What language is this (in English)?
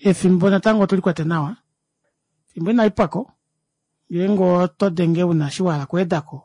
Kuanyama